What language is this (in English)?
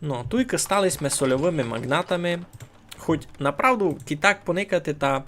Rusyn